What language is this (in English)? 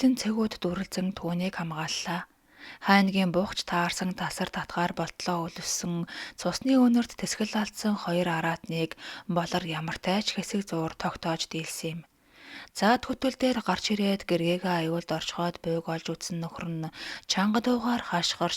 Mongolian